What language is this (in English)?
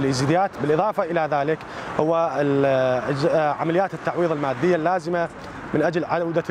Mesopotamian Arabic